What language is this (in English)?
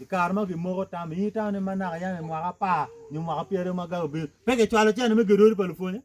Acoli